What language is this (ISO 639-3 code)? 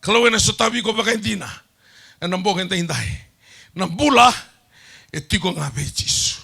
fij